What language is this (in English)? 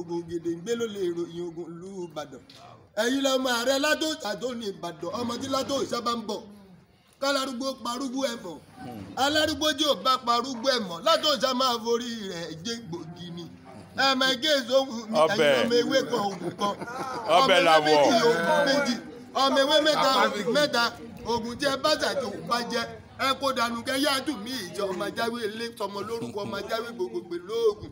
Yoruba